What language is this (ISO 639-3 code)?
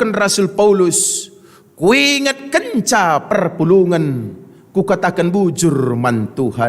btx